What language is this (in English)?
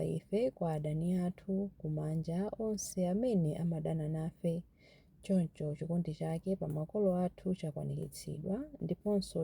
Nyanja